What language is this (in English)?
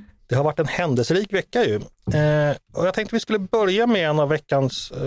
Swedish